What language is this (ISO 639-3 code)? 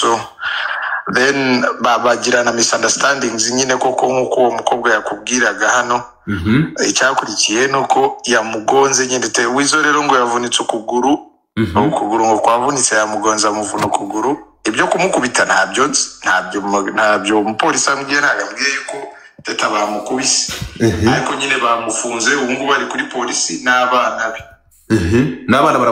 kin